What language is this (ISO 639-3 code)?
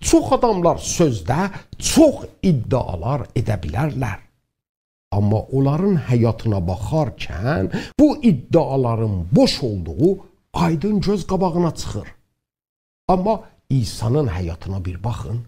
azb